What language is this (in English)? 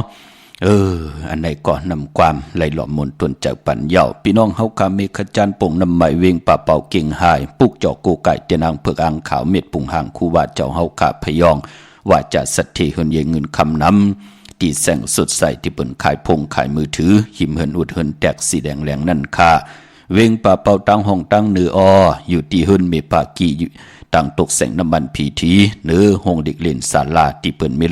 Shan